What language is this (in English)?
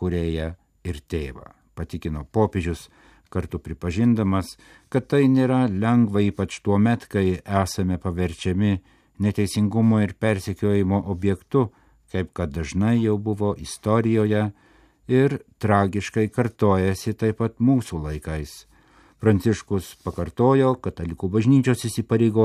Lithuanian